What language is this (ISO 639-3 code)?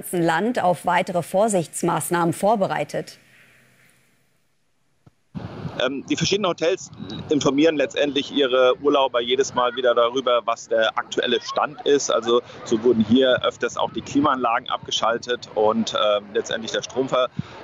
deu